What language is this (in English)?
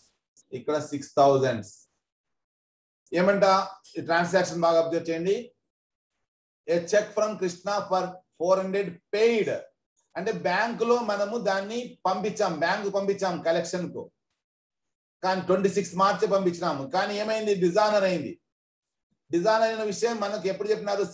Telugu